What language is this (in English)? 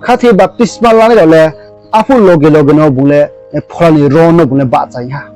Riang (India)